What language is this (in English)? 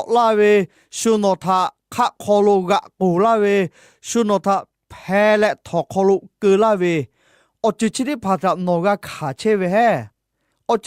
Lahu